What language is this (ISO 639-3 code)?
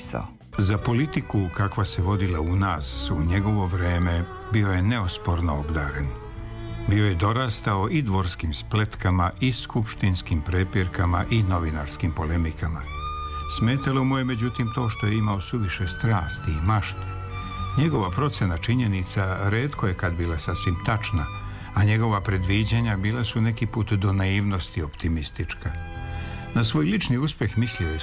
srp